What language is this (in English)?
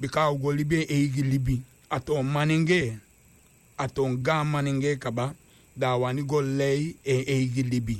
Sranan Tongo